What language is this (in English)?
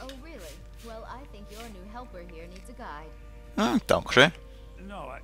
Swiss German